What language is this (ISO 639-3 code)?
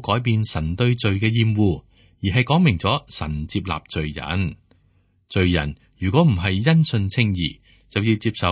yue